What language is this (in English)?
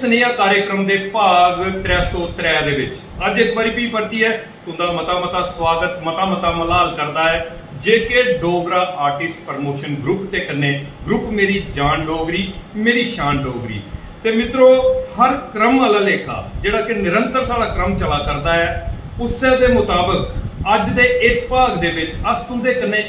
Dogri